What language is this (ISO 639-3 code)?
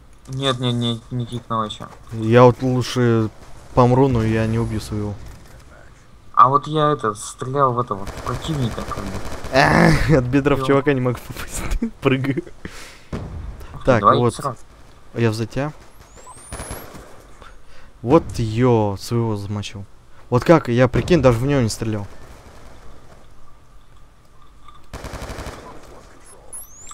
rus